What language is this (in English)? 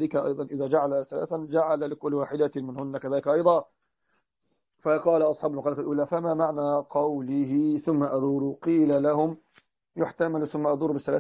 Arabic